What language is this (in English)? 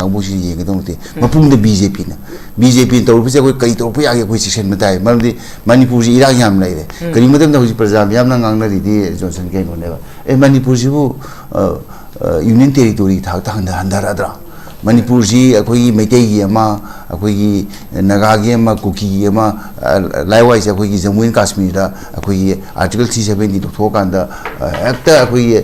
Manipuri